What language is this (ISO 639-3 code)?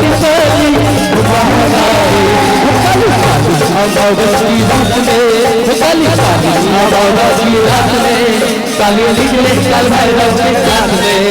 hne